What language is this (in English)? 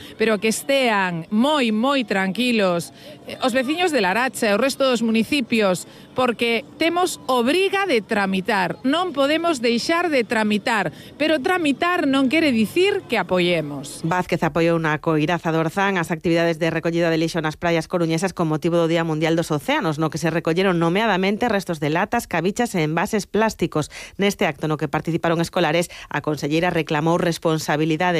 Galician